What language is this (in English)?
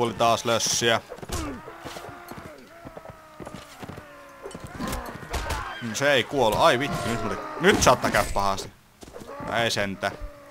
Finnish